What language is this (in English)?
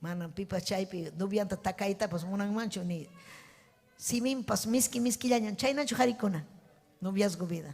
Ayacucho Quechua